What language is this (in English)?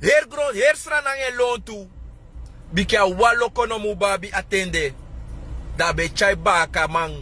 Sranan Tongo